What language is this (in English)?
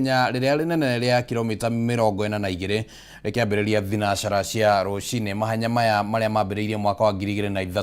Kikuyu